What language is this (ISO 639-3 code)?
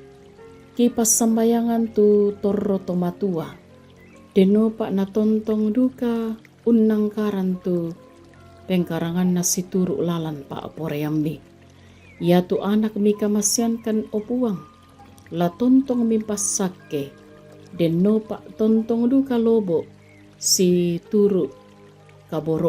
sda